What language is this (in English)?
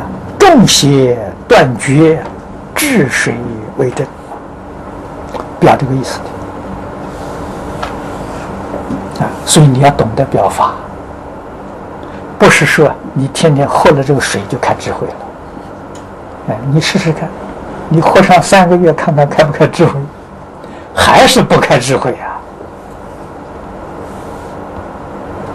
Chinese